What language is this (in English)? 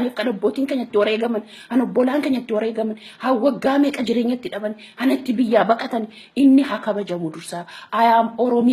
Oromo